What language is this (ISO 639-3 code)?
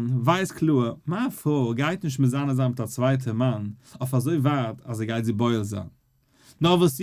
yid